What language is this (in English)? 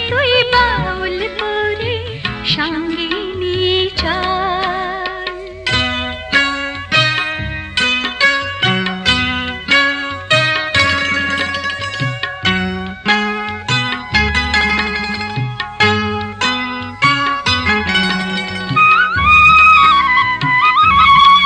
Bangla